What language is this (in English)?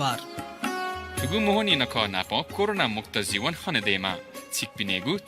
Newari